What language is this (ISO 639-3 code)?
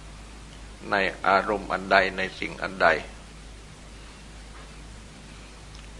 tha